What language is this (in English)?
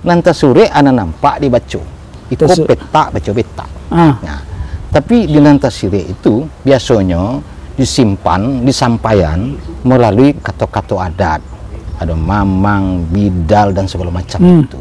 Minangkabau